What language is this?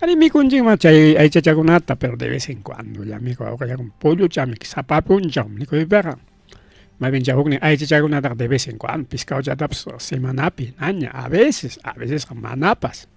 Ayacucho Quechua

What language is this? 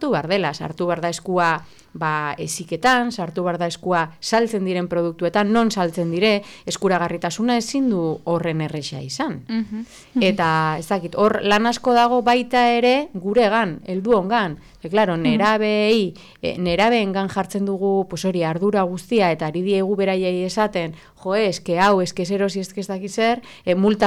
Basque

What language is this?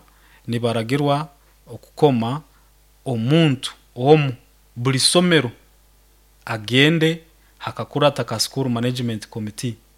Nyoro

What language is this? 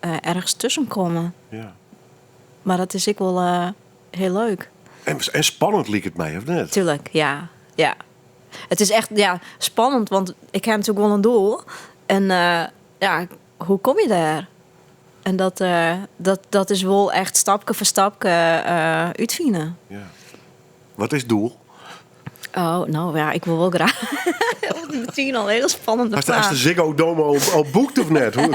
Western Frisian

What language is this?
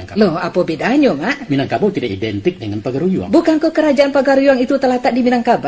Minangkabau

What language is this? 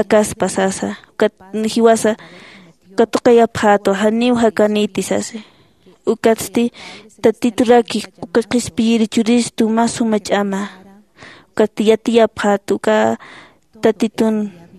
Aymara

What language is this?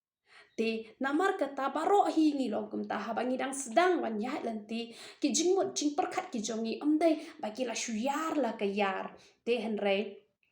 Khasi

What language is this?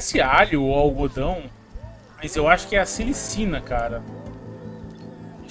Portuguese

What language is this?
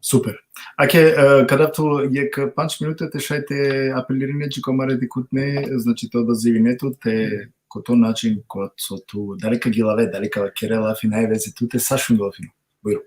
Balkan Romani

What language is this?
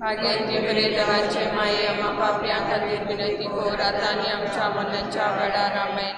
Konkani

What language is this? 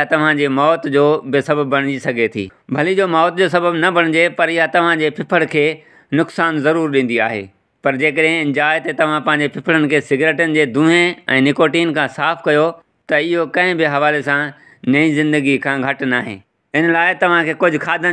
Sindhi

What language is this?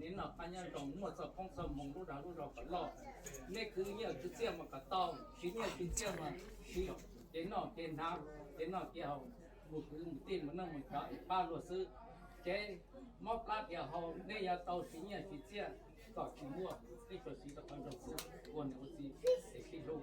Hmong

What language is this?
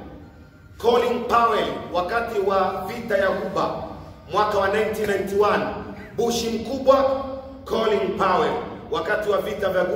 Swahili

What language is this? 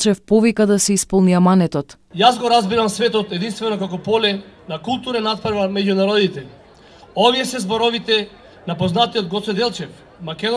Macedonian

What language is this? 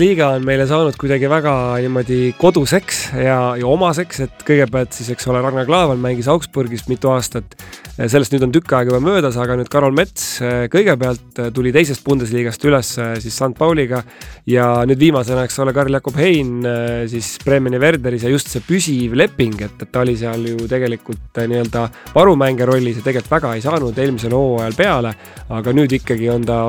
Estonian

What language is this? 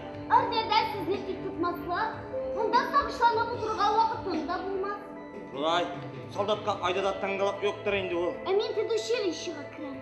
Tatar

